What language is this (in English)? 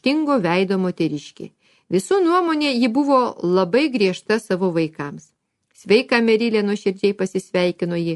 Lithuanian